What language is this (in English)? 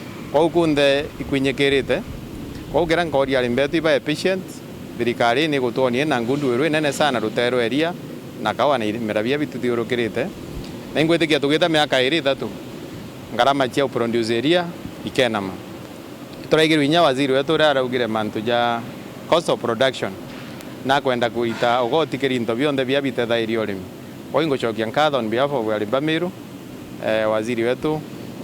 Meru